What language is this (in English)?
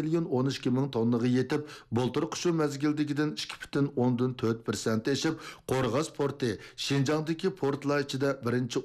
Uyghur